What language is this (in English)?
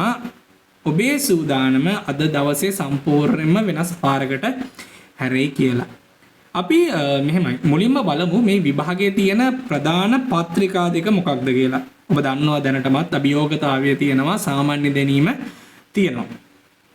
Sinhala